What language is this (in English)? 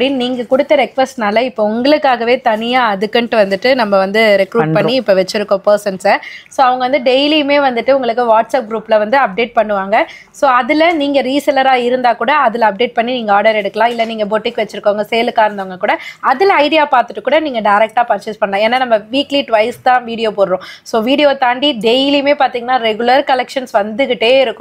Tamil